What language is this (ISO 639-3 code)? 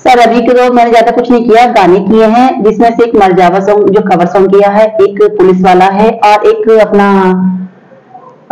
hin